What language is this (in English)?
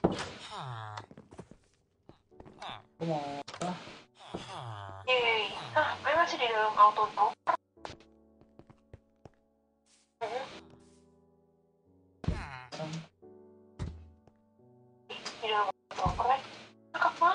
Indonesian